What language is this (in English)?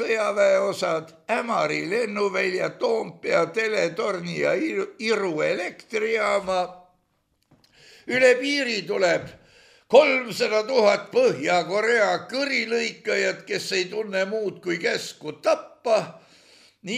Estonian